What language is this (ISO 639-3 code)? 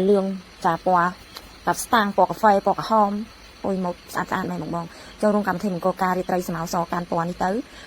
khm